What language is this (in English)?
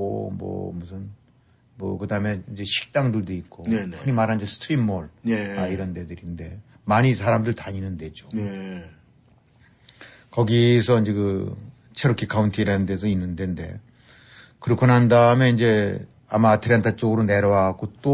Korean